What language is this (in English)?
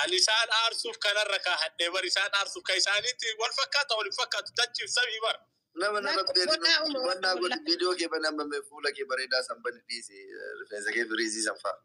Oromo